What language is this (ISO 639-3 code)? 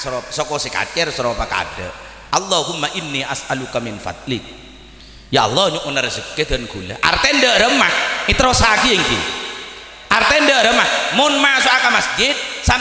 mad